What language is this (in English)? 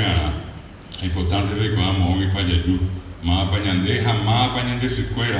Guarani